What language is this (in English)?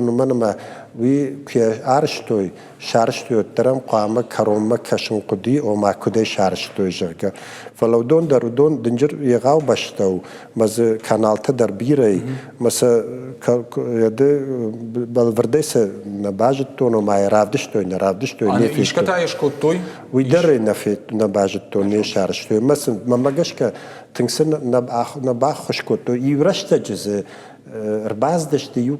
Ossetic